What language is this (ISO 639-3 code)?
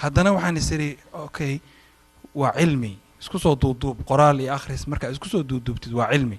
som